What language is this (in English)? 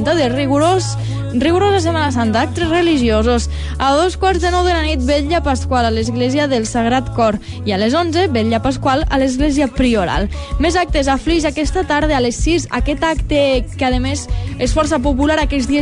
Catalan